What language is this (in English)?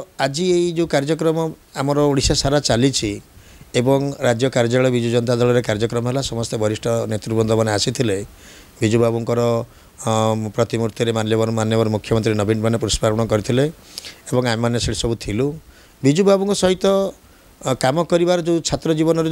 Odia